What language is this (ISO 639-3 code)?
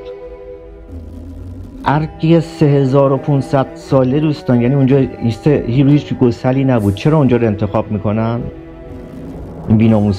fas